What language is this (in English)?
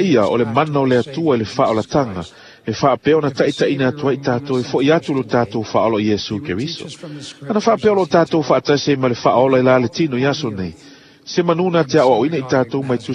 Samoan